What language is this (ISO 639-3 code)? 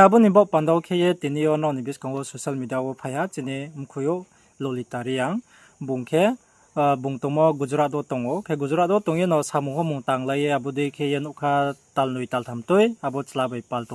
ria